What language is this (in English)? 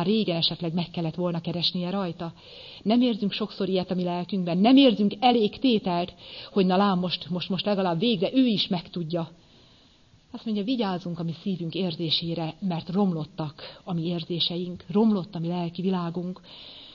Hungarian